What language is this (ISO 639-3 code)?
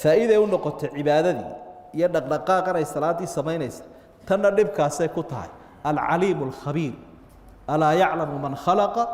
som